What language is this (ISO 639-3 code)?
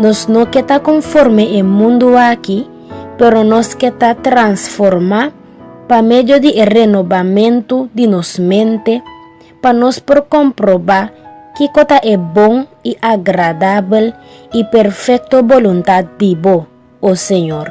pap